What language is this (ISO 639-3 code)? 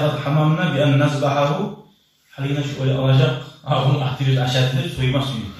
kum